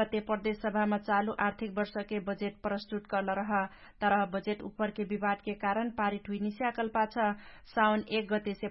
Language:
Dangaura Tharu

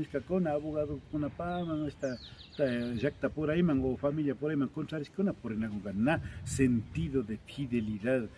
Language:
Imbabura Highland Quichua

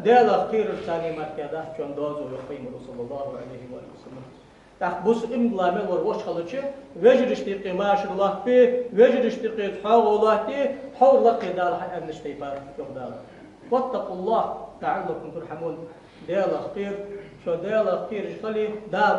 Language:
Ingush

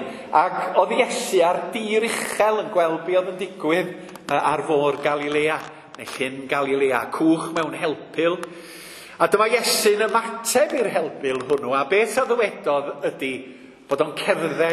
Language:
Welsh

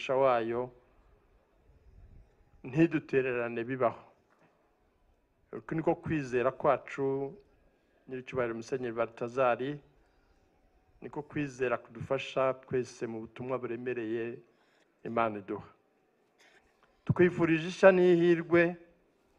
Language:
Kinyarwanda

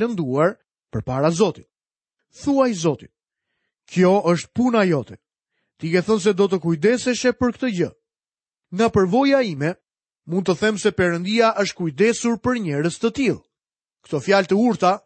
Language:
Albanian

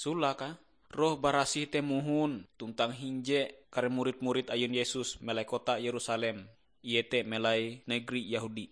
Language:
Ngaju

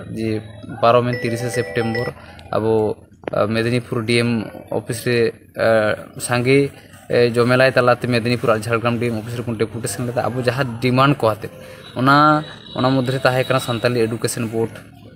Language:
Santali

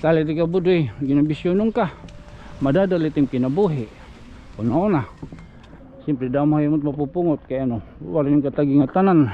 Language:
Waray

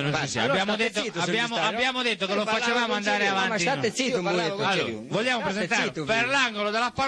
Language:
Italian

